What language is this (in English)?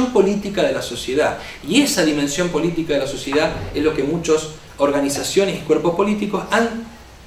Spanish